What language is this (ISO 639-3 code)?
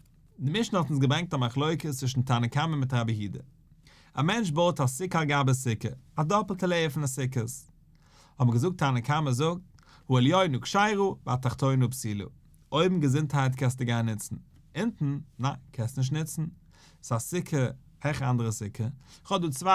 yid